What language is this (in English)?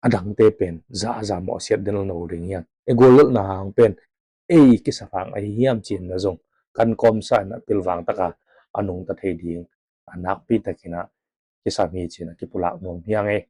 Tedim Chin